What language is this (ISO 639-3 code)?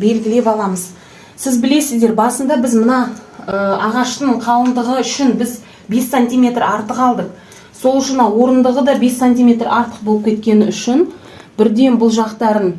kaz